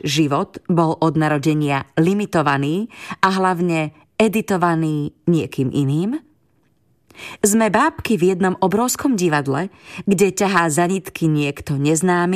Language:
Slovak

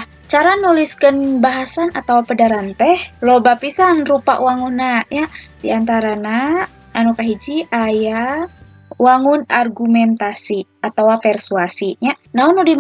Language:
Sundanese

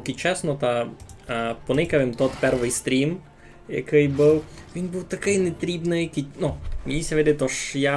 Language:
Rusyn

